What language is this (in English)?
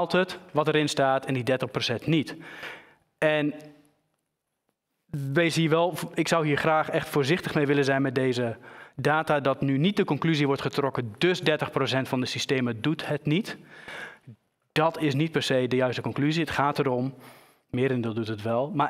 Dutch